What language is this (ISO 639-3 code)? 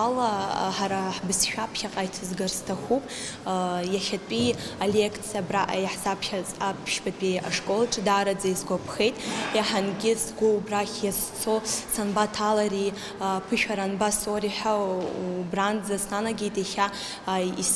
abk